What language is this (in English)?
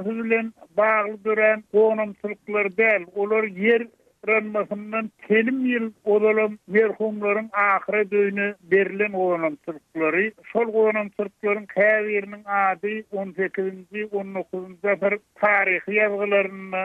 Turkmen